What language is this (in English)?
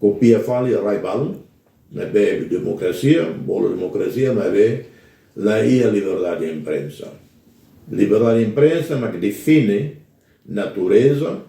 Tetum